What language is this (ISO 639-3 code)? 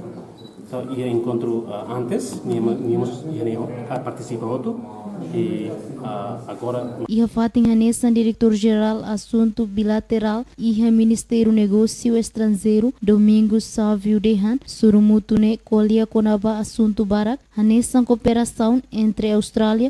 tet